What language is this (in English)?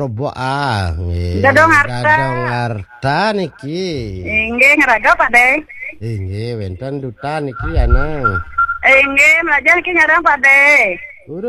Balinese